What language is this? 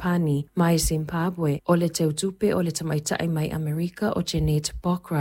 Samoan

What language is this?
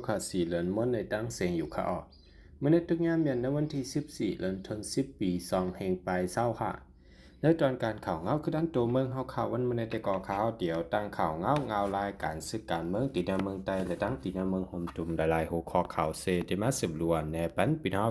Shan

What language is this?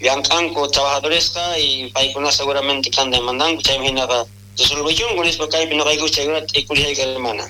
South Bolivian Quechua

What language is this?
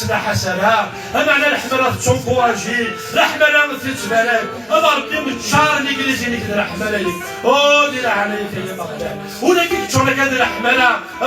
Kabyle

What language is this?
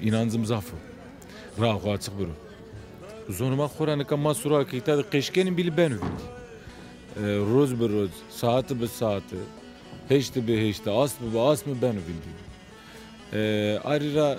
Zaza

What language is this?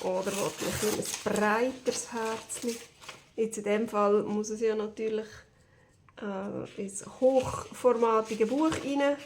Swiss German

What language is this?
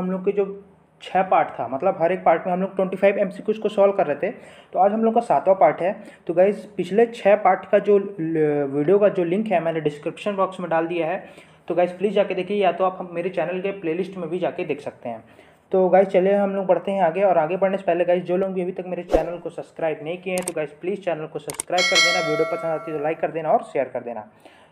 Hindi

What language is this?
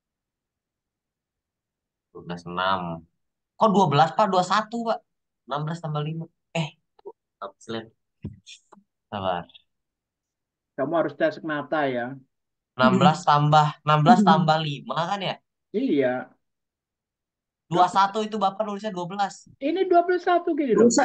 Indonesian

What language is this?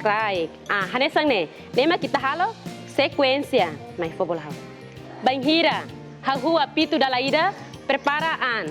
Tetum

